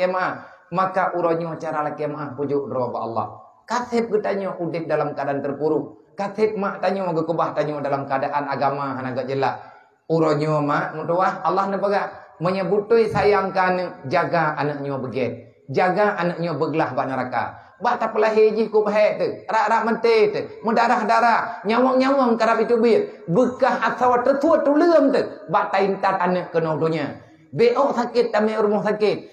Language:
Achinese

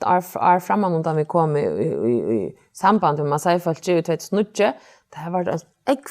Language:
Faroese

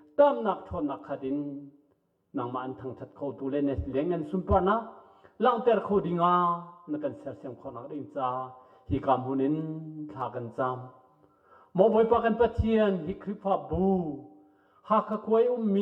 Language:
Hakha Chin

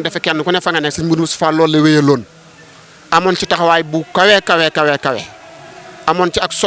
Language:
Wolof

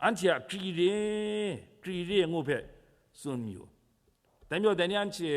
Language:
Kachin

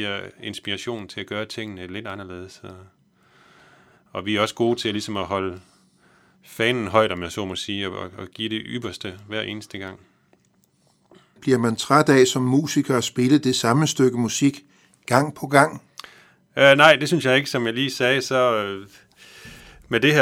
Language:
Danish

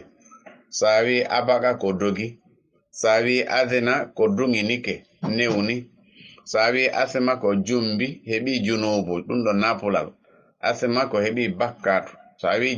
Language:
Fula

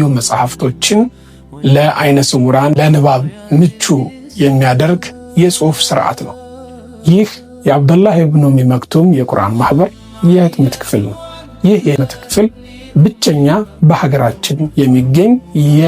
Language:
Amharic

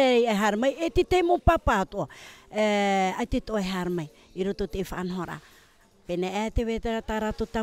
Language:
Tahitian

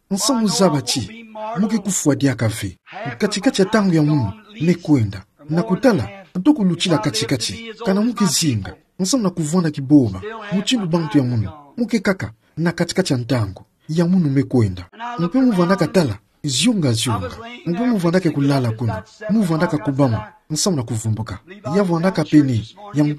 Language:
Kituba (Democratic Republic of Congo)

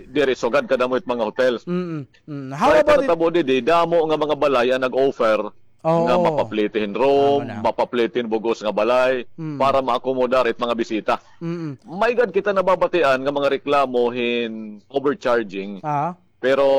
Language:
Waray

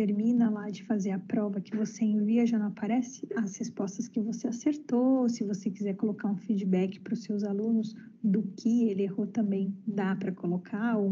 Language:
Portuguese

